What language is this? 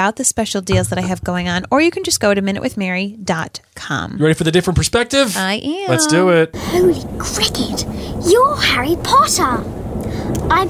English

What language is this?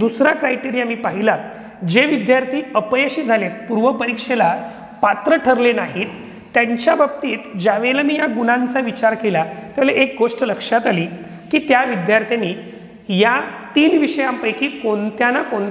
Marathi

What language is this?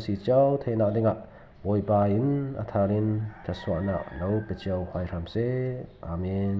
Falam Chin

